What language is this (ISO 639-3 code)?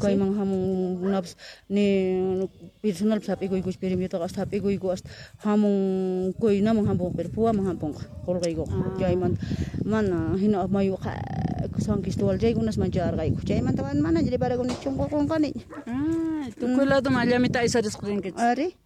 que